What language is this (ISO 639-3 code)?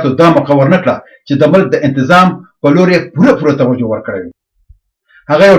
pus